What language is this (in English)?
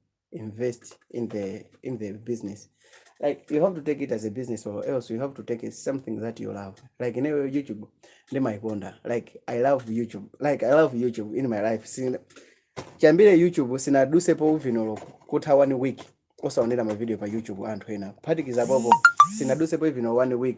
Nyanja